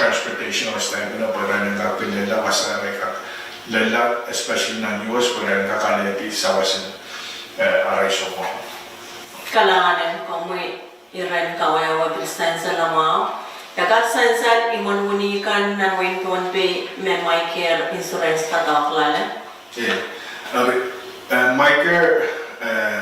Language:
Pohnpeian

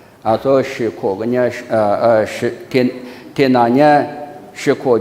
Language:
Lisu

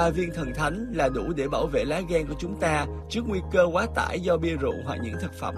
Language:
Vietnamese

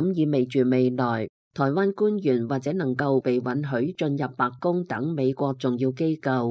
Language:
Cantonese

